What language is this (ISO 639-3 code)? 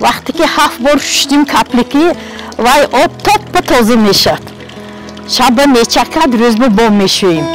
tgk